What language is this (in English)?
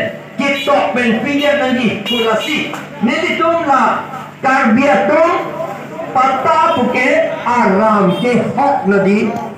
Karbi